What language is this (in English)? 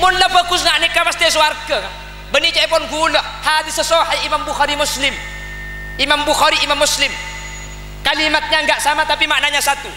Madurese